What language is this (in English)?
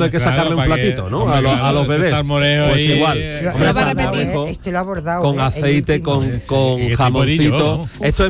Spanish